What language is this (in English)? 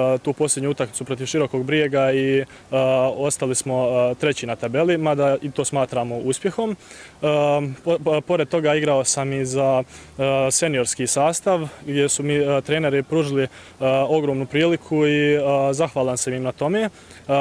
Bosnian